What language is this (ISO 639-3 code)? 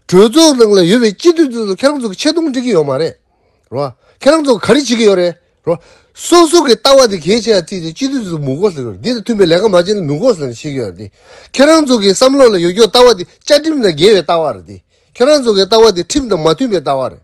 bod